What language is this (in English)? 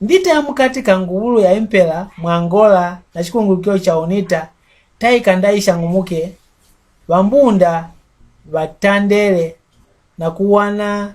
Mbunda